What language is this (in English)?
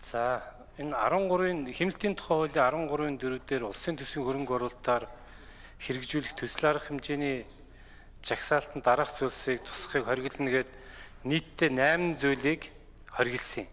Mongolian